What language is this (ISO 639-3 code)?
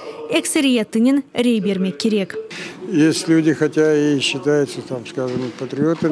crh